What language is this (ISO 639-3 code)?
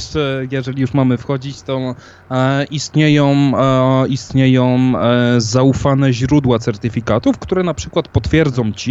pol